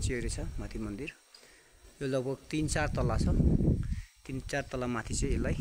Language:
Nepali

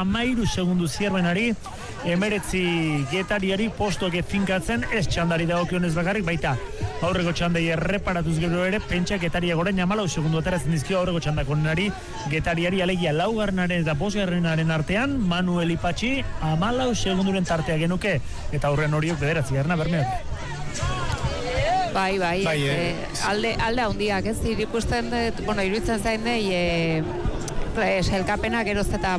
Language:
Basque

